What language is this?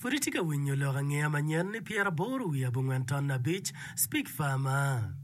Acoli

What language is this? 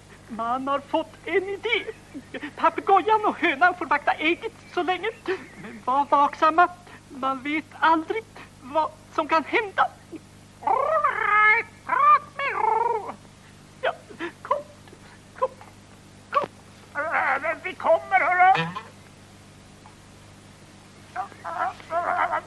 Swedish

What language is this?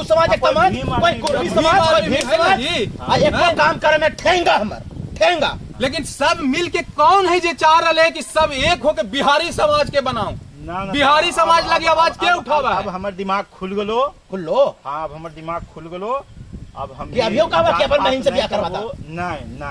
Magahi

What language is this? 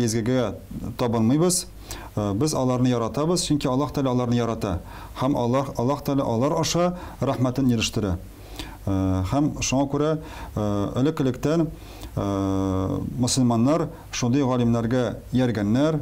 Tatar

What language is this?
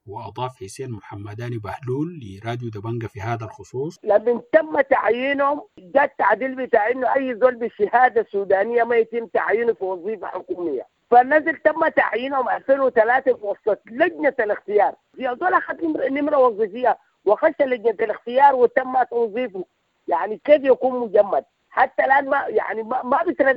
Sudanese Arabic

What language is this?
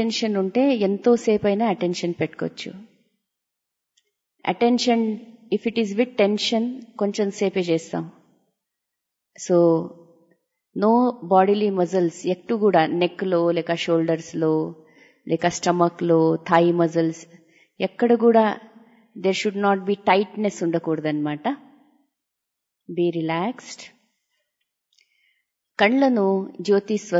Telugu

